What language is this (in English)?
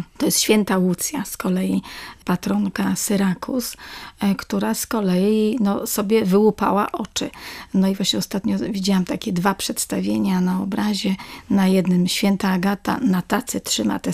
Polish